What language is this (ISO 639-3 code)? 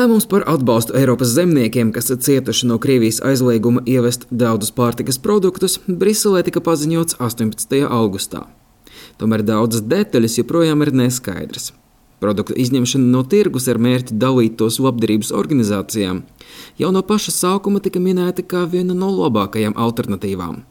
lav